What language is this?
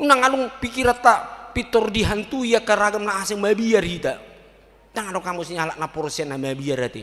Batak Toba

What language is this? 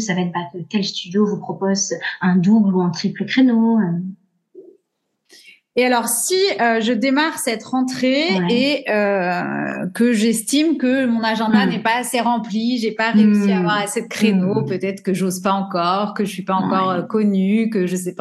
French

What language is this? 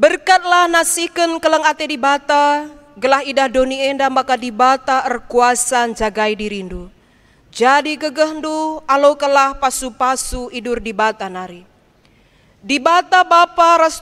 Batak Karo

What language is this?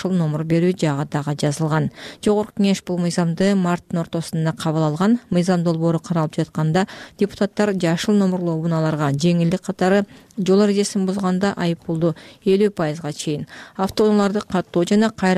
Kyrgyz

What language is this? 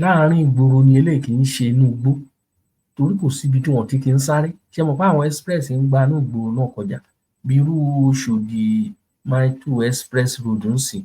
Yoruba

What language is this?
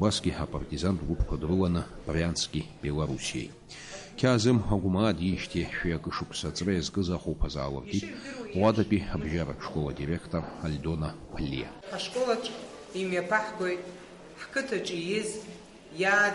Abkhazian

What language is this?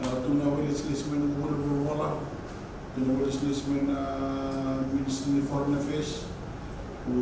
Fijian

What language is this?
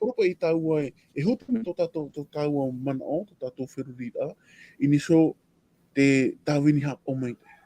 Tahitian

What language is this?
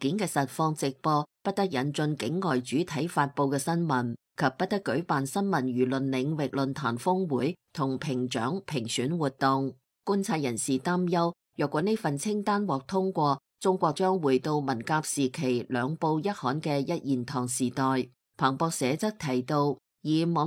Cantonese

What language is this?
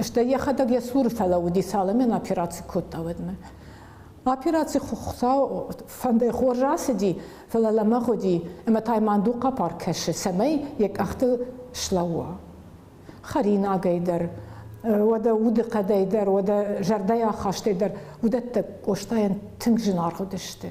Ossetic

